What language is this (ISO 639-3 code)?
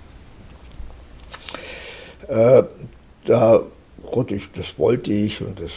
deu